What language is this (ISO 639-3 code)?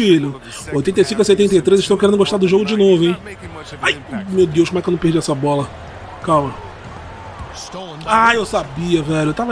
por